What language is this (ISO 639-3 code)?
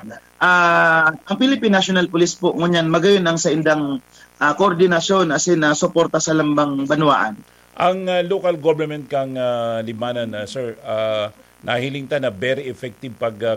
bik